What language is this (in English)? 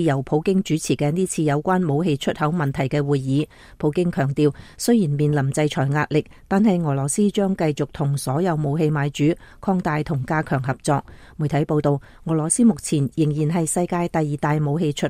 Cantonese